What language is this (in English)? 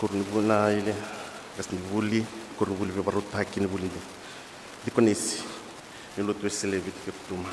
Fijian